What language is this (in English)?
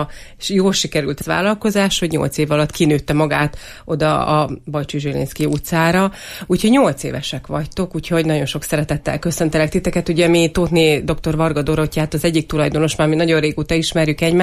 Hungarian